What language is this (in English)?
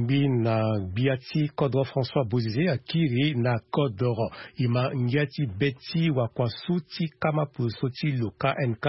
Sango